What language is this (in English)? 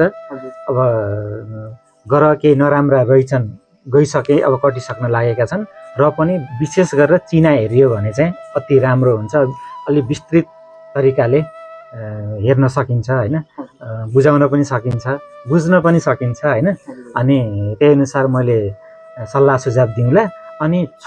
Nepali